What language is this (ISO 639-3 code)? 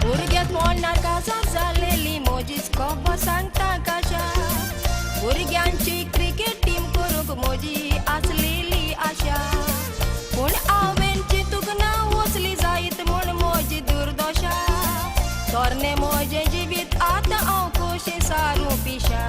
kok